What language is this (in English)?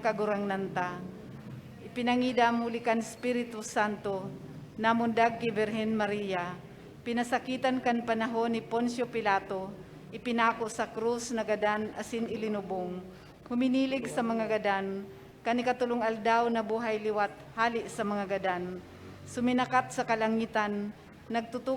Bikol